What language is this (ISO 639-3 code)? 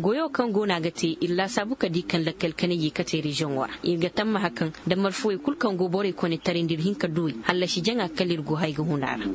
ses